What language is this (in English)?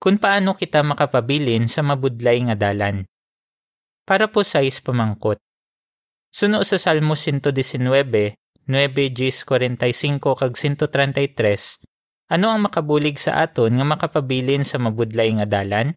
Hiligaynon